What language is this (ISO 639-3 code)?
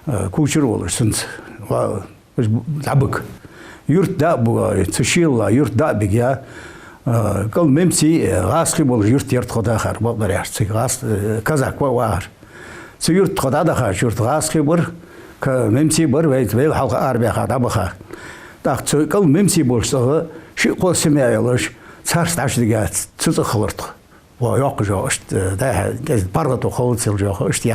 inh